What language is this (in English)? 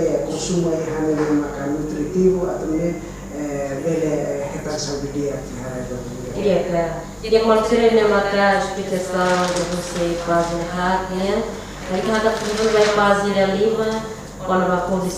Tetum